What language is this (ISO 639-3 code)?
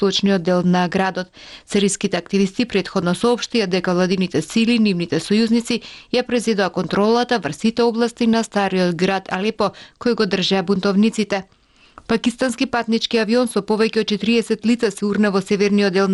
mkd